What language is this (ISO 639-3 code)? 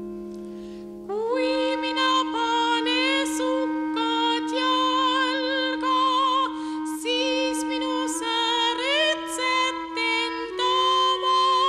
est